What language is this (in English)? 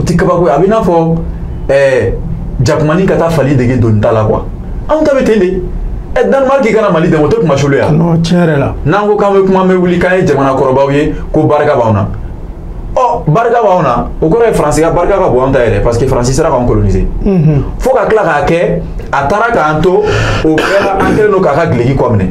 Bambara